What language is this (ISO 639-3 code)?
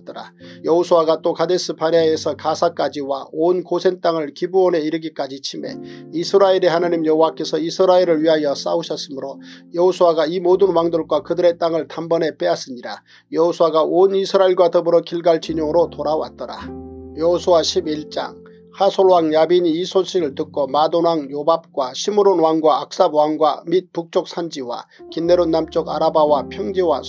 kor